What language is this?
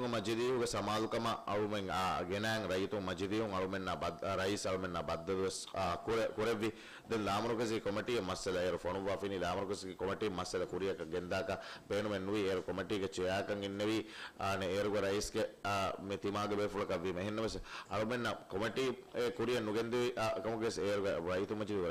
Divehi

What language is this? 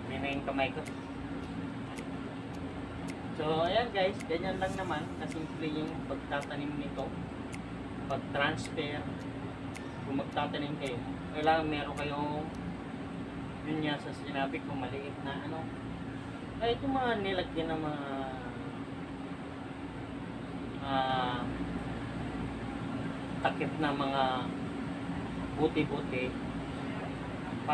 Filipino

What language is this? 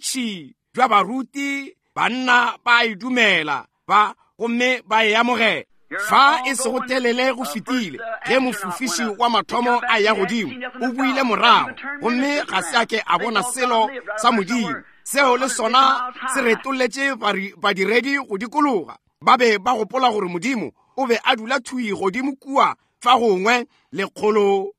Northern Sotho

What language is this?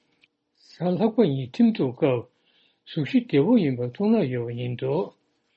Tibetan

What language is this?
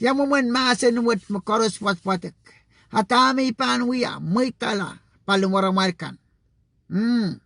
Pohnpeian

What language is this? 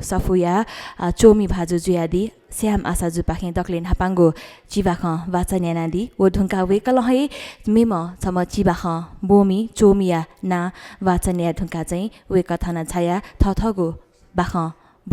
Newari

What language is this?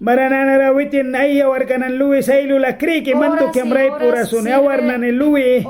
Mískito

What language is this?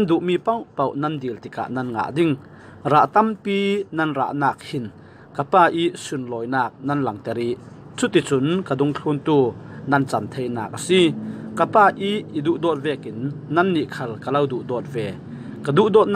Falam Chin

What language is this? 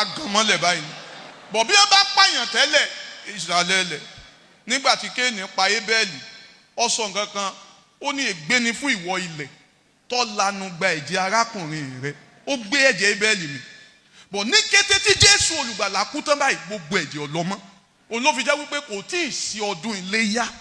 Yoruba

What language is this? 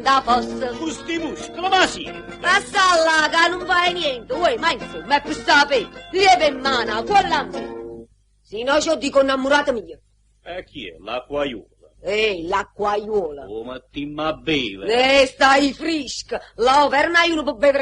Neapolitan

